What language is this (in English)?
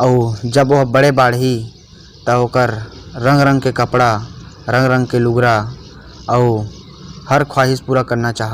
Chhattisgarhi